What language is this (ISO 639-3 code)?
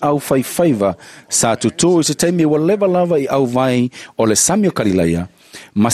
smo